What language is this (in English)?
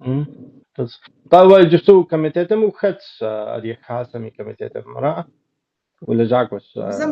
Adyghe